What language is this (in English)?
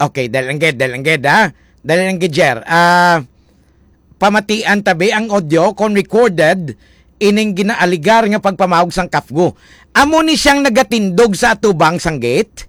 Hiligaynon